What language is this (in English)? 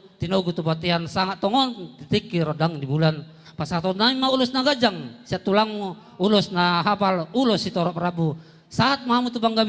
Batak Toba